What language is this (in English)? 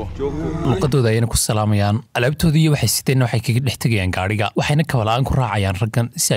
Somali